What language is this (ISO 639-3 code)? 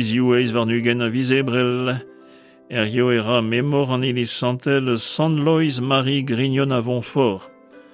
bre